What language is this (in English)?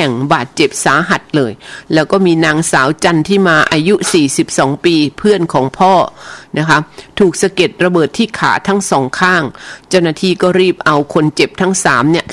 Thai